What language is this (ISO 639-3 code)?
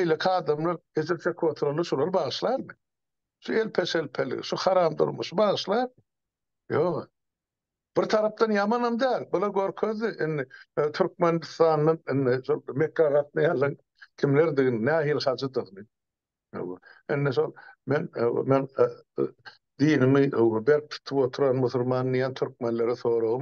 tuk